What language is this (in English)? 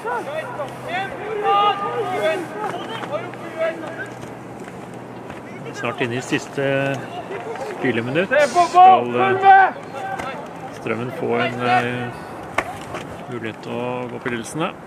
Norwegian